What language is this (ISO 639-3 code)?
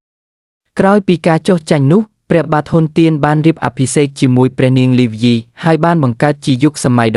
khm